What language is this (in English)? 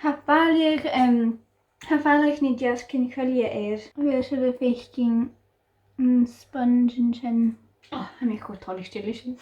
Scottish Gaelic